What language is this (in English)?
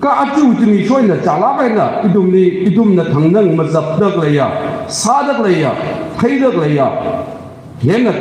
Tangkhul Naga (India)